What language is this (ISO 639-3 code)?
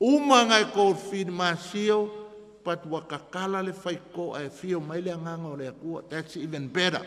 smo